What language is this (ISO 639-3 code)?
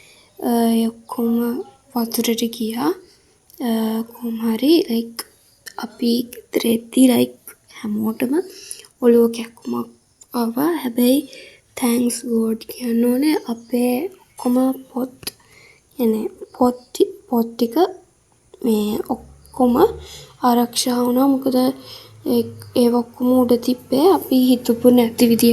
sin